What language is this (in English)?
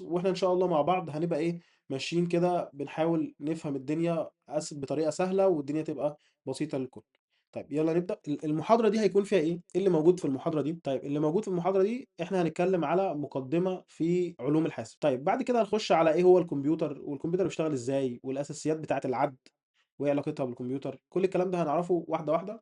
Egyptian Arabic